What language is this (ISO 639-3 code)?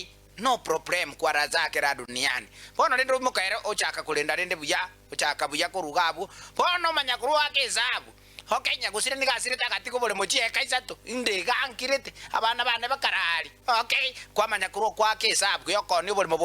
guz